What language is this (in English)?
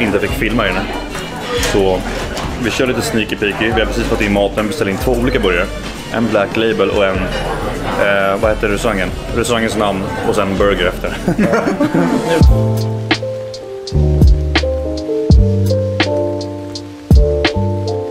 Swedish